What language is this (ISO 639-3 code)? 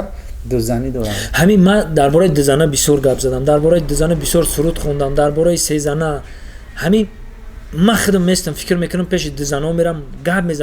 tgk